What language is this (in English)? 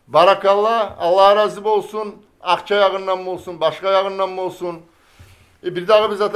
Kumyk